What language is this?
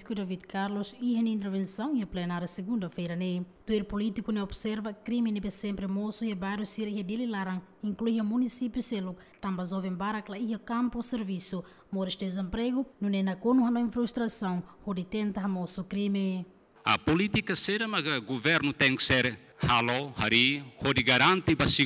Tetum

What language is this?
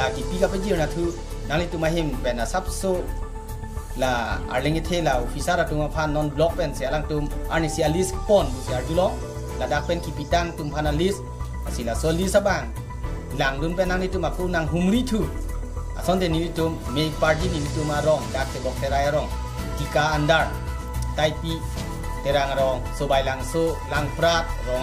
Karbi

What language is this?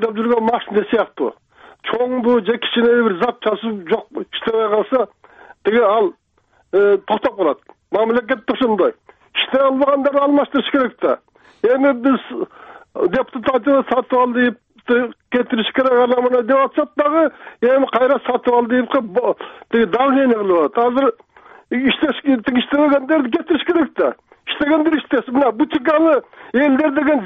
Kyrgyz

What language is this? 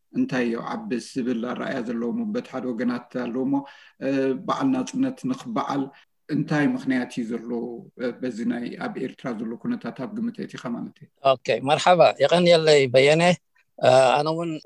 Tigrinya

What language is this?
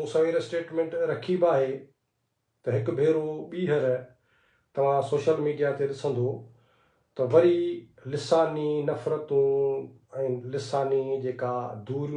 Sindhi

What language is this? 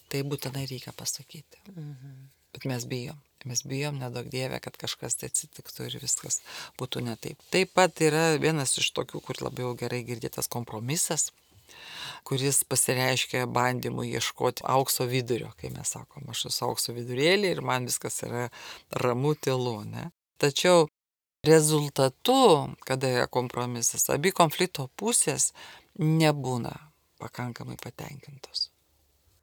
Lithuanian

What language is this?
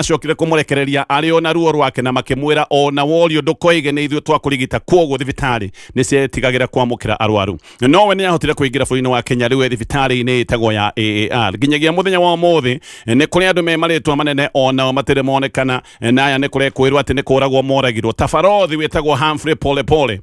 Kikuyu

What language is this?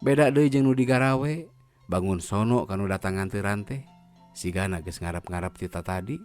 Sundanese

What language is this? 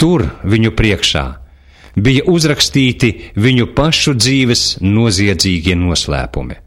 Latvian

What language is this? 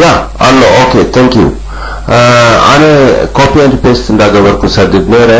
Tigrinya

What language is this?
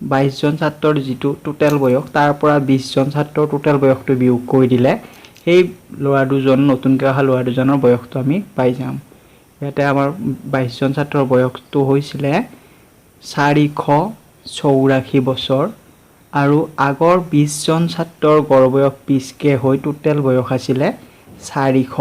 Assamese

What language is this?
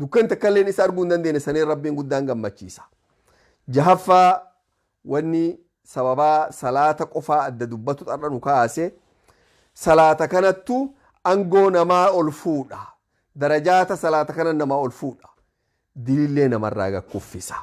Oromo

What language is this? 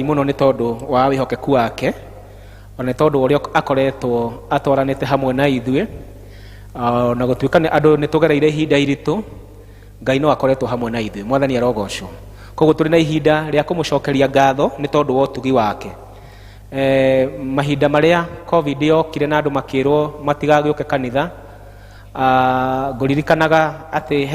Kikuyu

